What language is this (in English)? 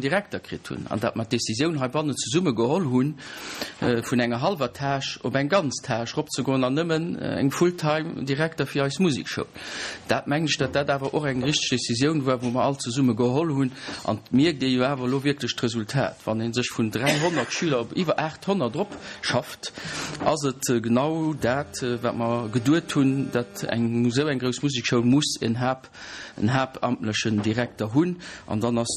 Luxembourgish